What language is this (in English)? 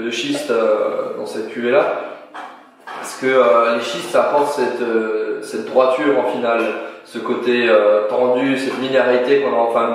French